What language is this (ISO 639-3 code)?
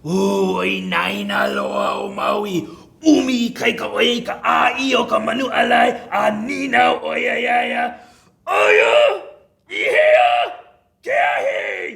haw